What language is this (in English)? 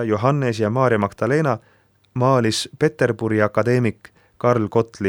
Estonian